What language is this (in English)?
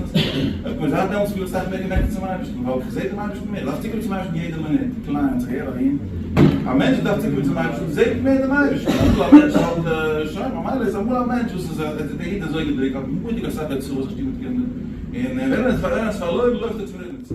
Yiddish